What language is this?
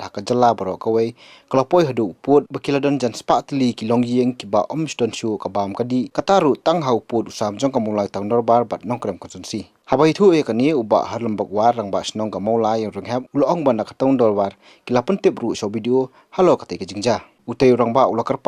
Khasi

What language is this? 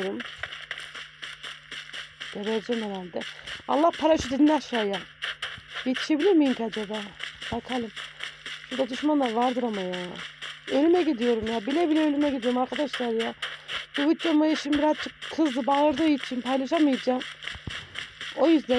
Turkish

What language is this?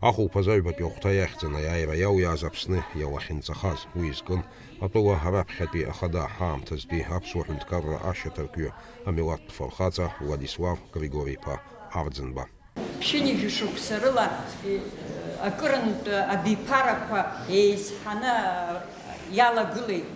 Abkhazian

